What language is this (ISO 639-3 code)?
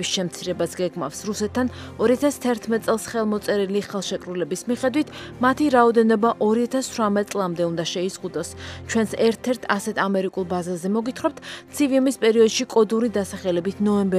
kat